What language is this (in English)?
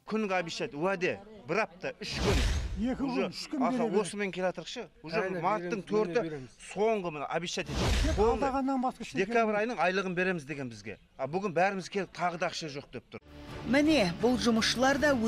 Kazakh